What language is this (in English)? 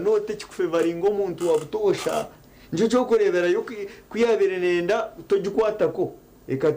Nyankole